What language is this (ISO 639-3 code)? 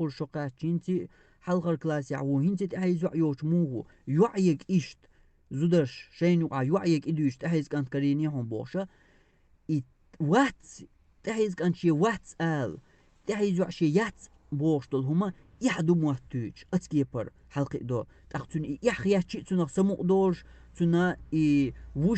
che